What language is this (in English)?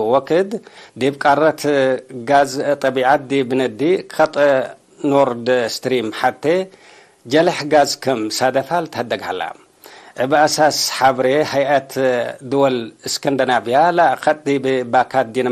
Tigre